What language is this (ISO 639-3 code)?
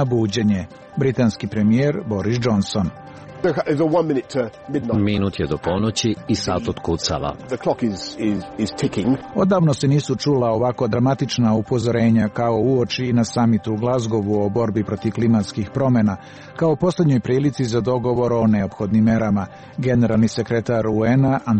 srp